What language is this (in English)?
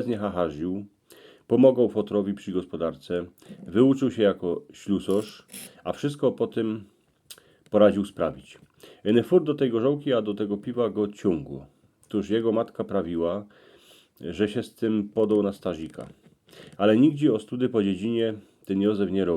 Silesian